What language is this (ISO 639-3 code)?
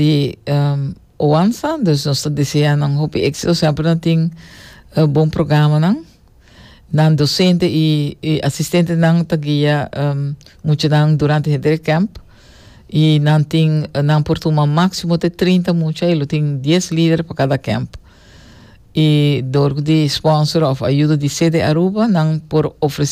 pap